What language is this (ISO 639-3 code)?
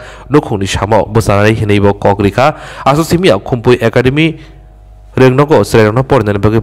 trp